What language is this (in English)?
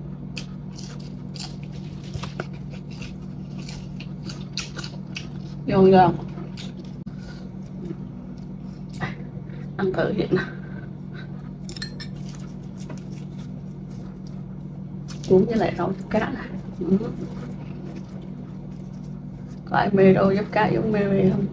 Vietnamese